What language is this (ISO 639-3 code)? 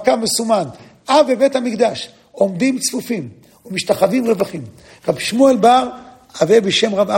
heb